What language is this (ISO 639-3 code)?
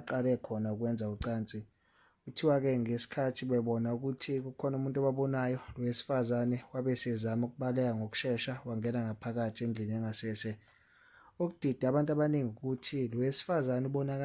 zul